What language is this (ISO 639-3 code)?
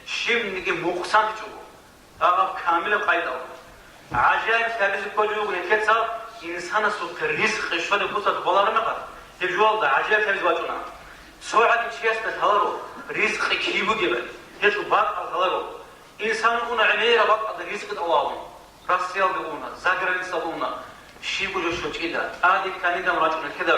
ava